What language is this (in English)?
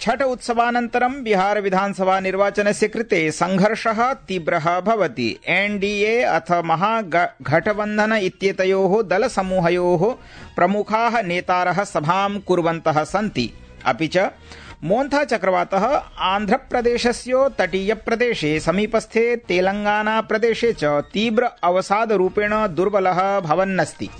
Sanskrit